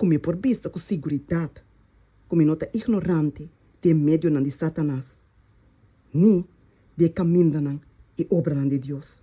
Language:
Papiamento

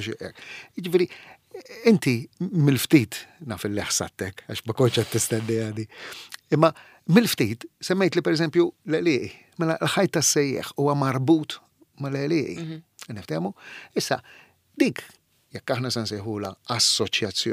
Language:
Maltese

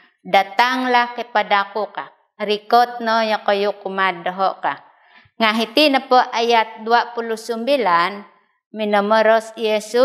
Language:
Central Dusun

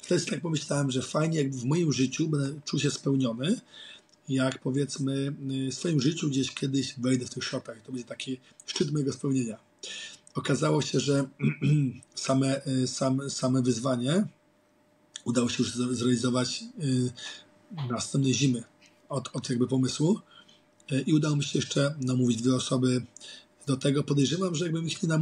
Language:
Polish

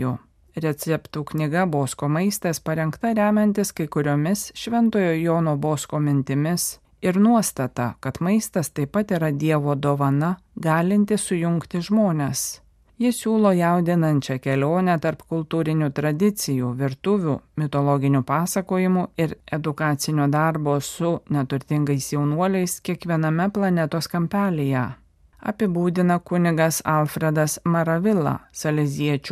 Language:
Lithuanian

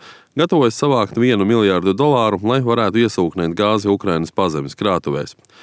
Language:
Latvian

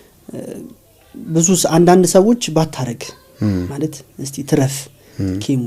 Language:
Amharic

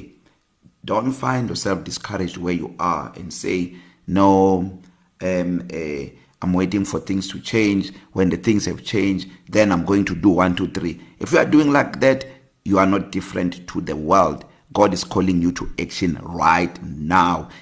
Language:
English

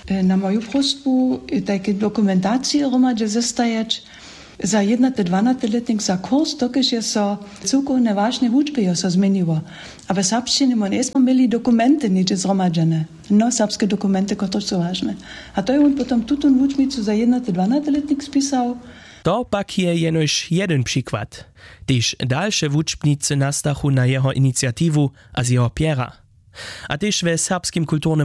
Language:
Upper Sorbian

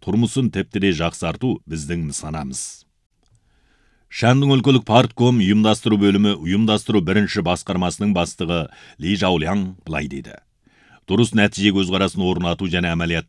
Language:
Kazakh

